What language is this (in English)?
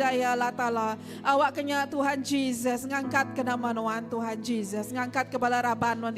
Iban